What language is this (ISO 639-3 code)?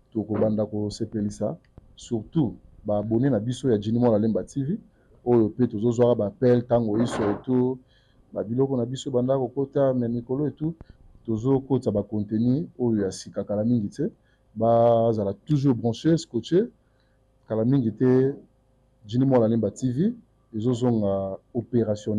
lin